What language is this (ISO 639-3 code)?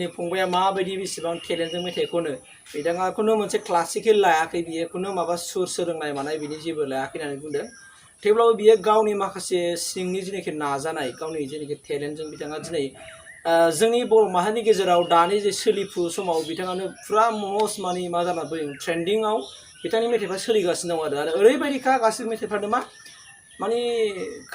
brx